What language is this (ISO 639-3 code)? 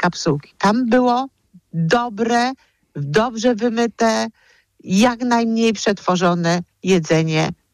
pol